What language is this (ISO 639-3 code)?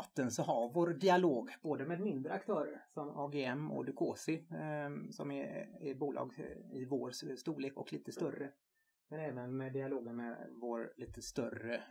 swe